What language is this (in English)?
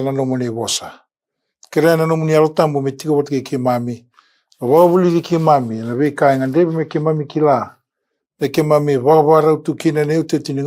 Fijian